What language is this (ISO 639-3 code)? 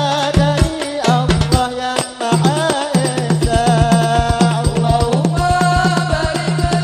mad